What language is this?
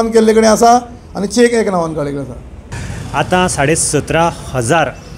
Konkani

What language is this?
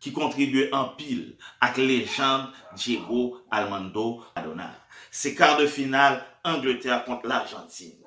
Haitian Creole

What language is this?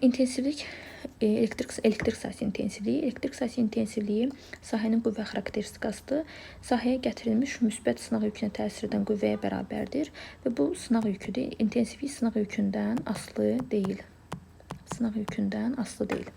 Azerbaijani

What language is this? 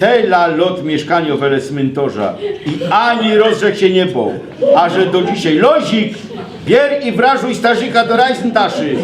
Silesian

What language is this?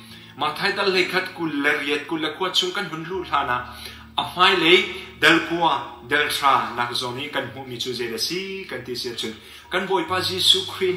Hakha Chin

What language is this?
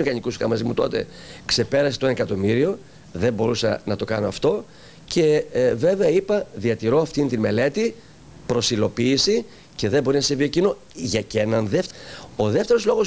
Greek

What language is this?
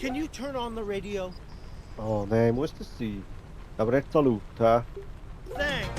Swiss German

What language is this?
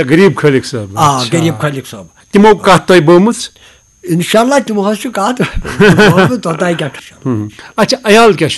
Kashmiri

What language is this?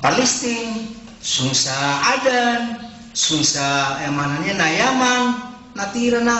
Maranao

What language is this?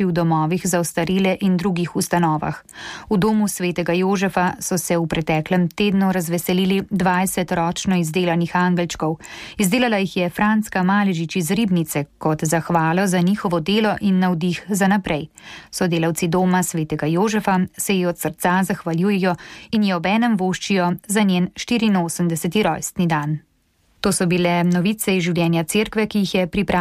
Slovenian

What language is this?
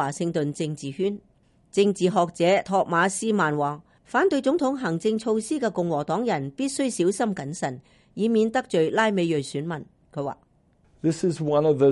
Cantonese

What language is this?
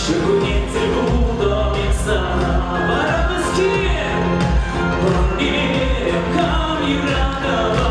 Chuvash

